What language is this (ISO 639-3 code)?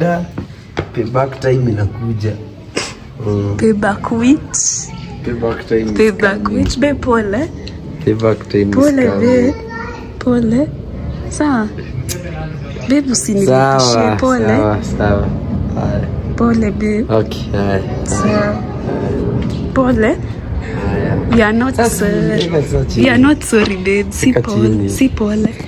swa